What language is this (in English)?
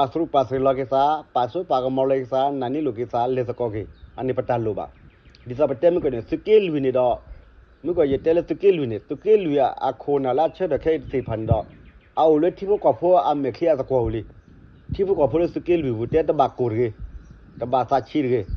S'gaw Karen